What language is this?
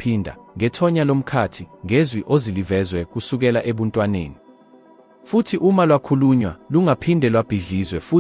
Zulu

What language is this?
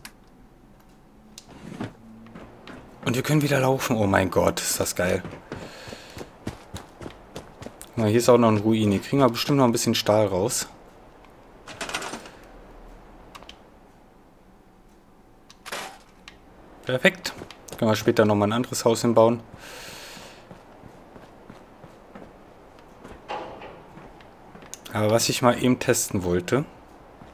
German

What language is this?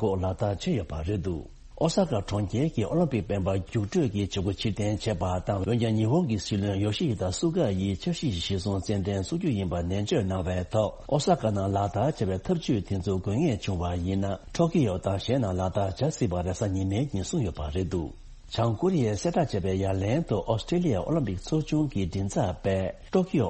Tibetan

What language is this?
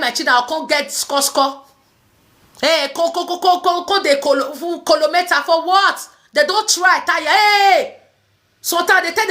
Nigerian Pidgin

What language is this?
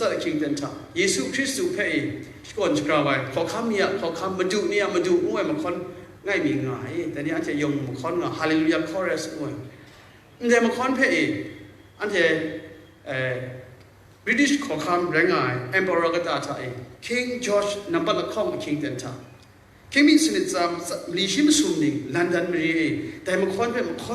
Kachin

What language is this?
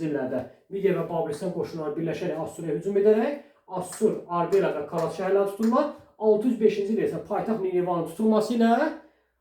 Azerbaijani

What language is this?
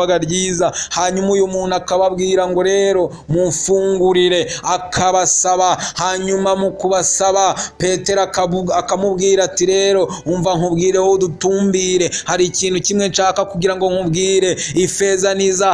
Kinyarwanda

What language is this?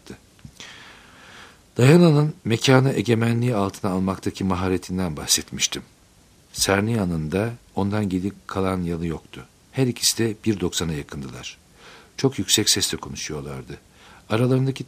Turkish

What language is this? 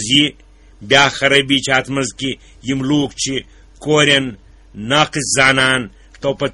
Kashmiri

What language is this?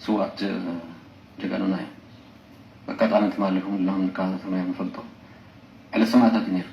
Tigrinya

